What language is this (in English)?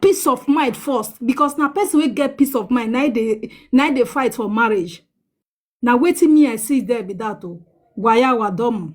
Nigerian Pidgin